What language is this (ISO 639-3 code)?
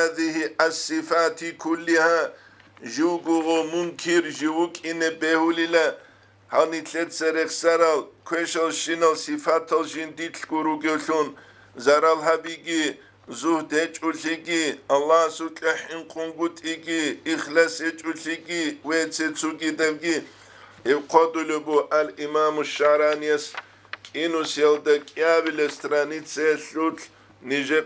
ava